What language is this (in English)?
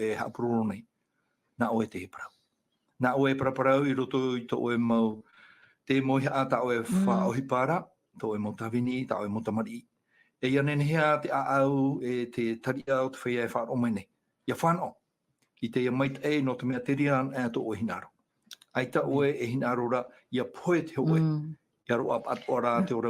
Tahitian